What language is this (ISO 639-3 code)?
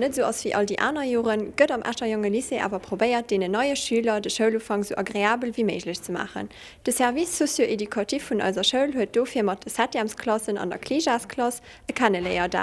ltz